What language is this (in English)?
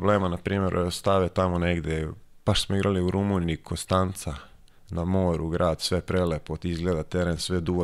Serbian